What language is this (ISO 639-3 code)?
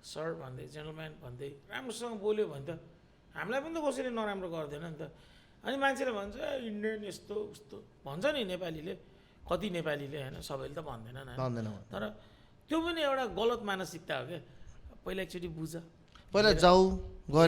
nep